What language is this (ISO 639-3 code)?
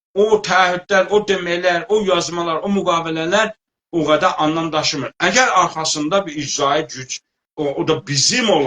azb